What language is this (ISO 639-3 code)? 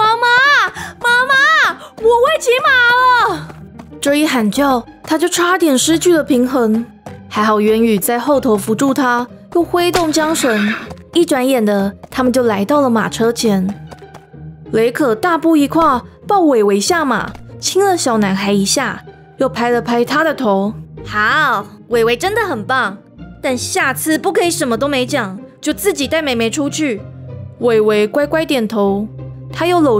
zho